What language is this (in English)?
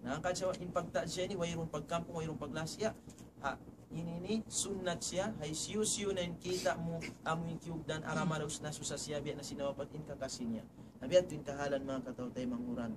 Tausug